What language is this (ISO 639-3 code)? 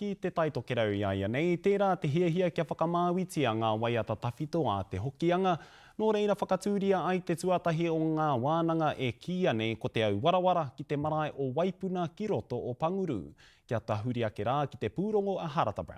mri